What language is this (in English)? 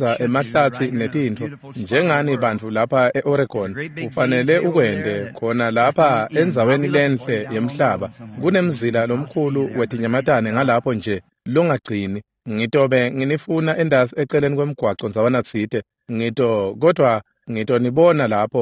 Swati